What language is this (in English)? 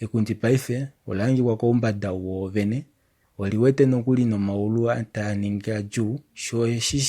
Kuanyama